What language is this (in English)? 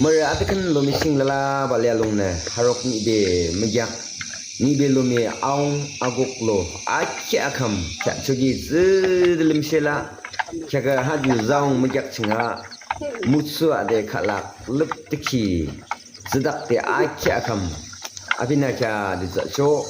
Yimchungru Naga